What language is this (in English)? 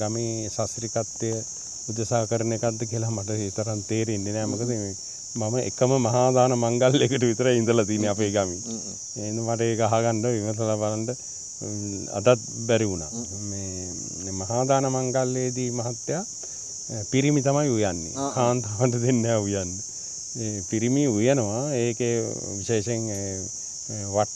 Sinhala